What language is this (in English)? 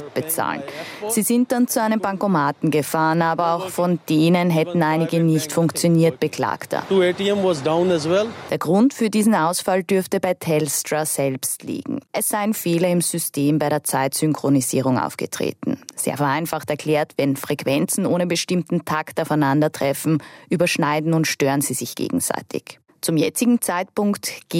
German